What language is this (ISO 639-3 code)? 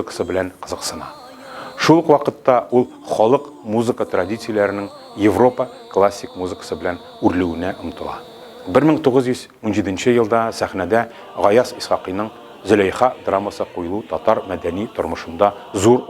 tat